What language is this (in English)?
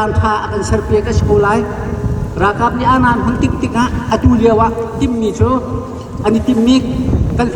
Hakha Chin